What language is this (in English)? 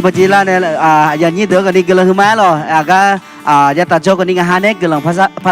Akha